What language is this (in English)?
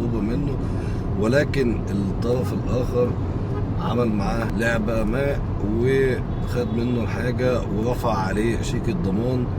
Egyptian Arabic